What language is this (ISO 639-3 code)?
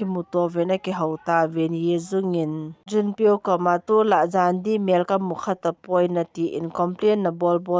tcz